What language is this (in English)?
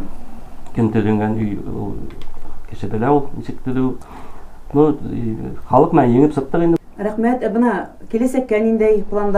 Bashkir